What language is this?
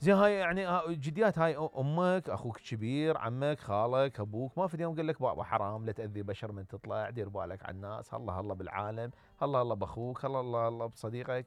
Mesopotamian Arabic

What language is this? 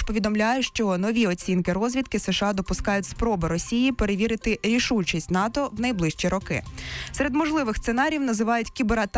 Ukrainian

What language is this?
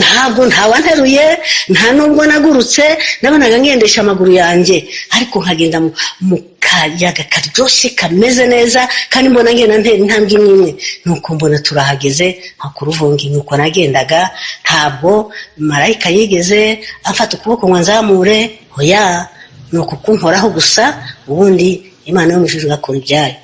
Kinyarwanda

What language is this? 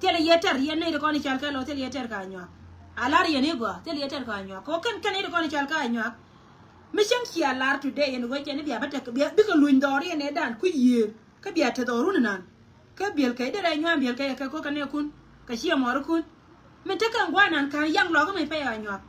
Nuer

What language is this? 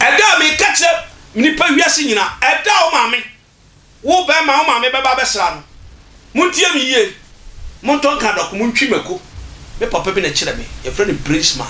Akan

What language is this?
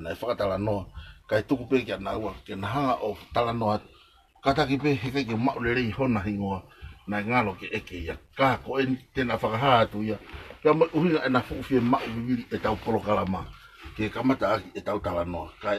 Tongan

